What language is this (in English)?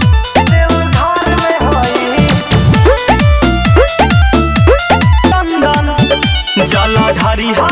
Bhojpuri